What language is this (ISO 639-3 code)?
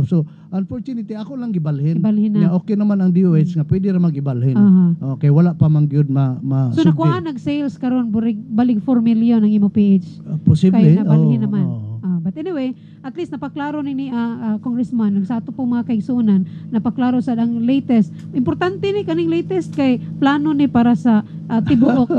ceb